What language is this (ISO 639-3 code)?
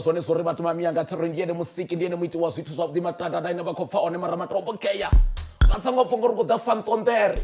ven